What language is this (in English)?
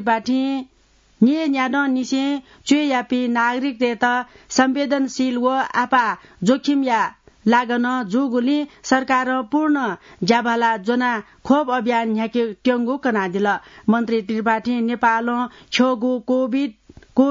Newari